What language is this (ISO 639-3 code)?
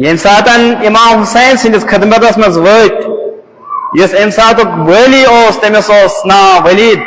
kas